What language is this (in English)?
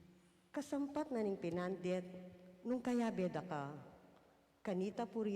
Pampanga